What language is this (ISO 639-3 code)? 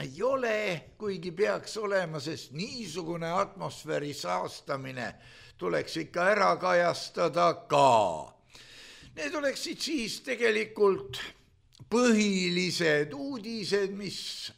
est